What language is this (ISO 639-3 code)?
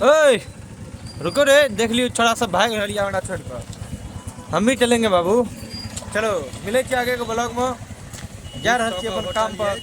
mai